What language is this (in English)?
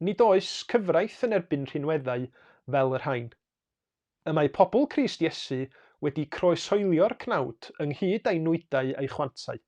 Welsh